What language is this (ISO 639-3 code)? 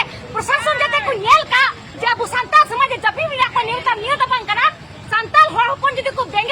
sat